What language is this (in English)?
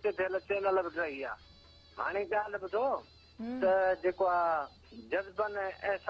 Sindhi